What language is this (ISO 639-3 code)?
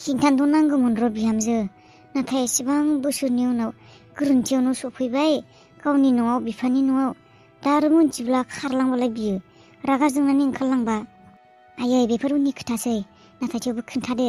brx